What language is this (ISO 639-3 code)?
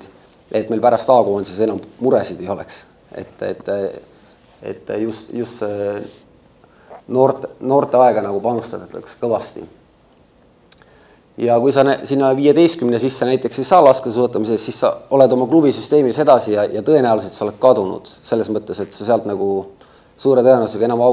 est